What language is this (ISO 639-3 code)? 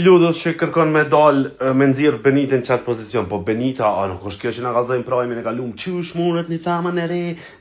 sqi